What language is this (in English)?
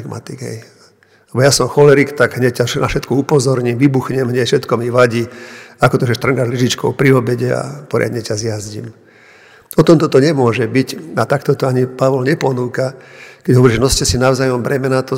Slovak